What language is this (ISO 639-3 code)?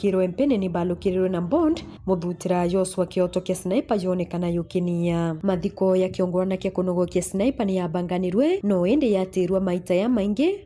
mer